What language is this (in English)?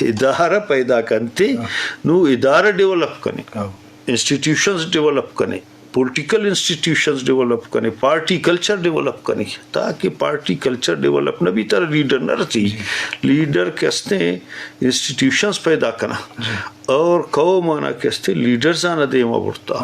Eastern Balochi